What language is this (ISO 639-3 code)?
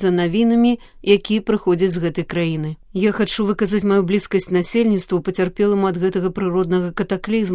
bel